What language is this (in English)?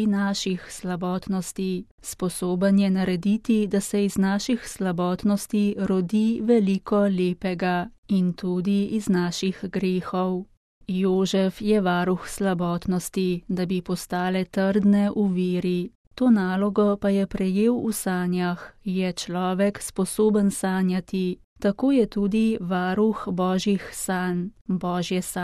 Slovenian